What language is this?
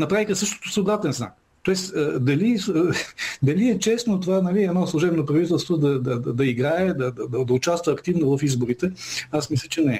Bulgarian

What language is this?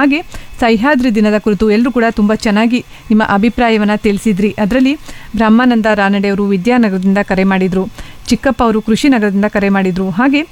Kannada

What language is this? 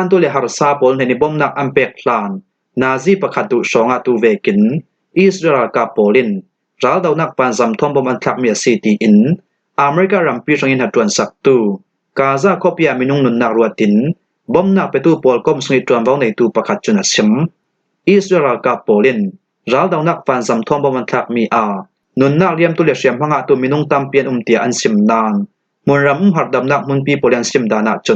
Falam Chin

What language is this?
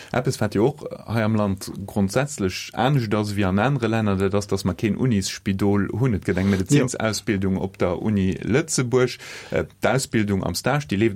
Luxembourgish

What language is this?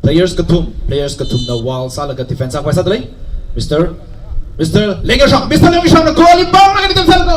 Tangkhul Naga (India)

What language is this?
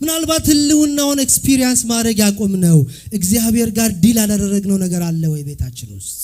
Amharic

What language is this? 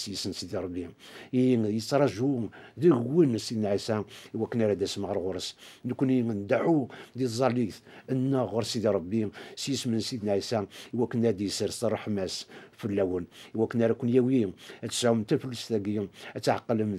Kabyle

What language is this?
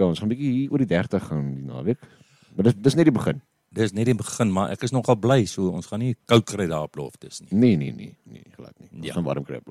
Afrikaans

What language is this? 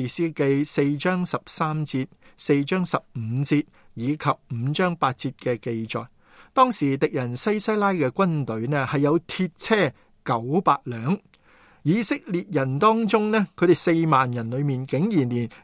Cantonese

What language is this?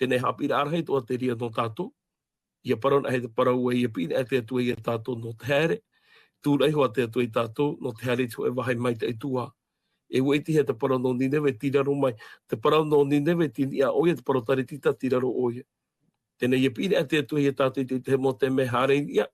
Tahitian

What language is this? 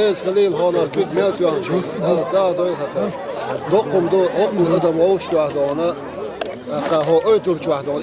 Chechen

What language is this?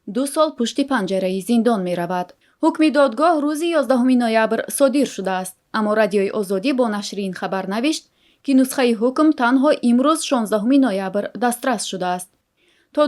Tajik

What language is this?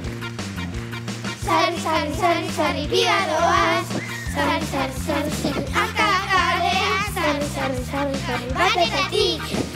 Basque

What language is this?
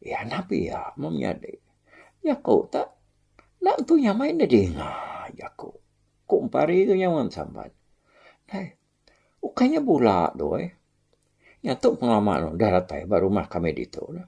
Iban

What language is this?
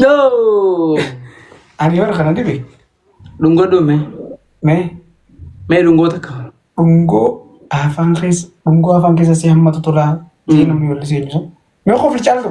Oromo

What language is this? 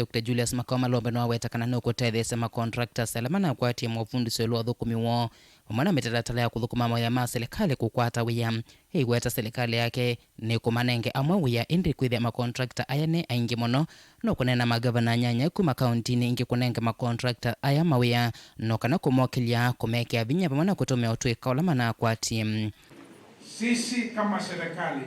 Kamba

